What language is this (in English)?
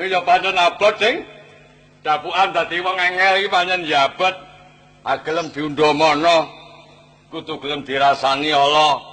Javanese